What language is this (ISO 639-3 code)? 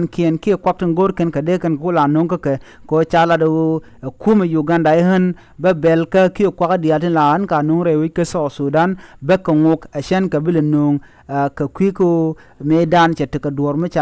nus